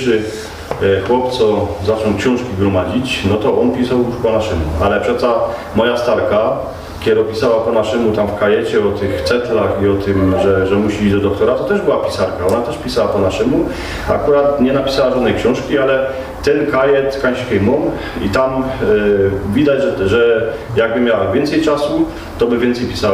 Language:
Silesian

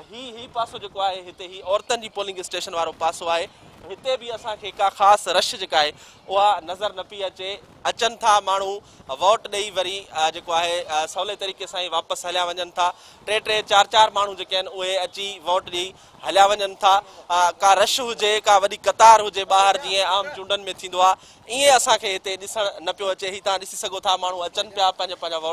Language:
Sindhi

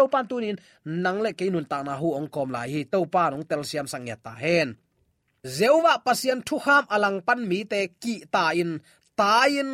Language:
Tedim Chin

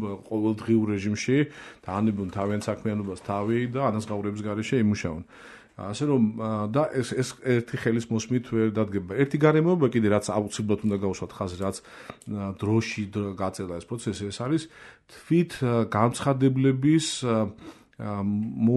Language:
Georgian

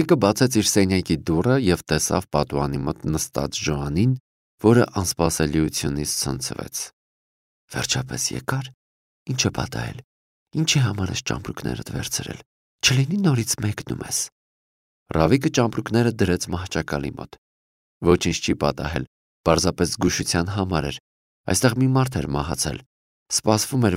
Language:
Armenian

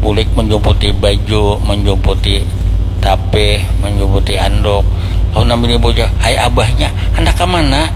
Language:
Banjar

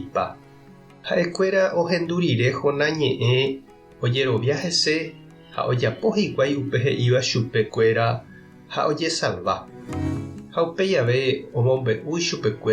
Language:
Guarani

